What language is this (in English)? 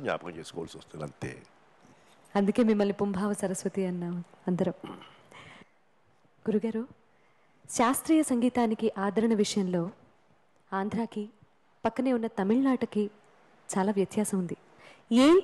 Telugu